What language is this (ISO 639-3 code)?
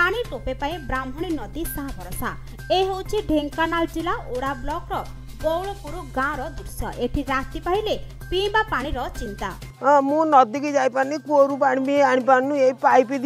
ori